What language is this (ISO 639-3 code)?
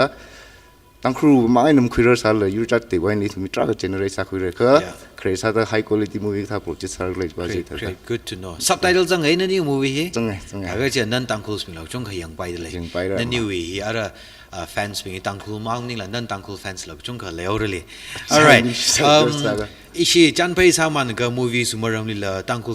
nmf